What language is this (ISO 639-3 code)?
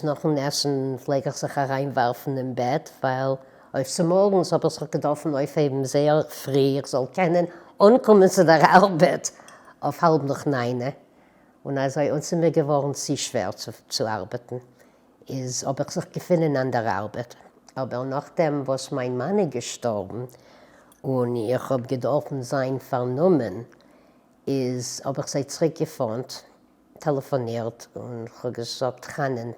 yid